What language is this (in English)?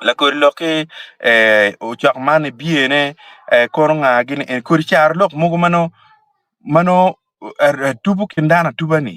Acoli